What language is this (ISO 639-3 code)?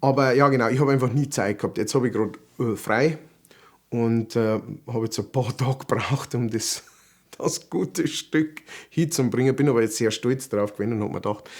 bar